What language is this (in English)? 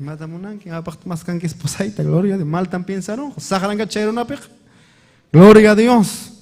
Ayacucho Quechua